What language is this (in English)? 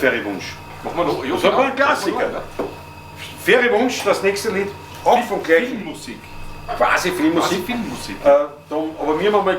Bavarian